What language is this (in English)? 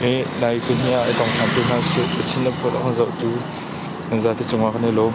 Hakha Chin